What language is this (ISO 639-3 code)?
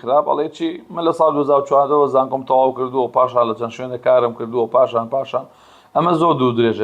ckb